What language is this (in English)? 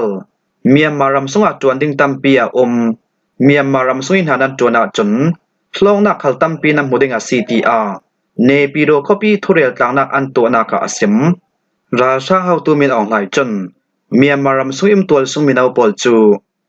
Falam Chin